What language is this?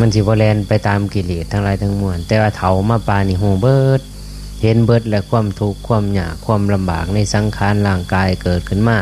Northeastern Thai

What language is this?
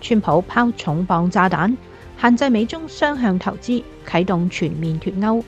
Cantonese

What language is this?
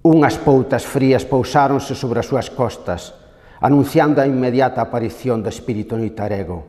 Galician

